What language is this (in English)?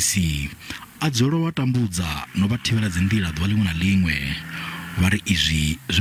Venda